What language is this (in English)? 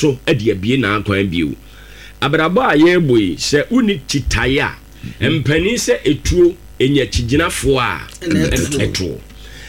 Akan